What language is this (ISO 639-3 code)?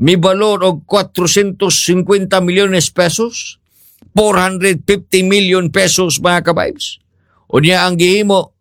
ceb